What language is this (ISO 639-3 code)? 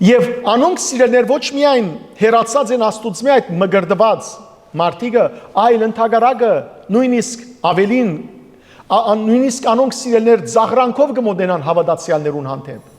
hyw